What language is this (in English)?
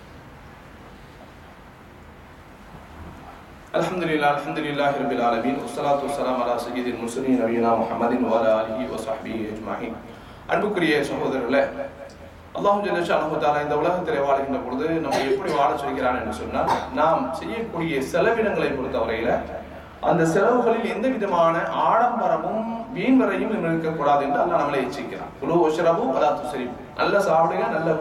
Tamil